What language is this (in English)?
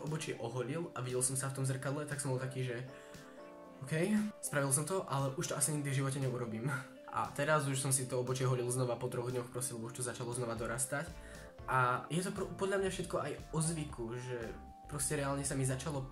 Slovak